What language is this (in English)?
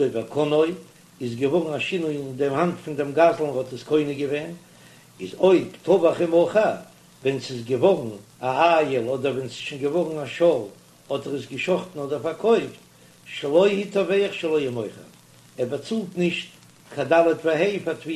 Yiddish